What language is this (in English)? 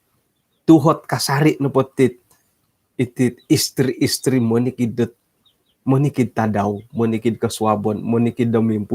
Central Dusun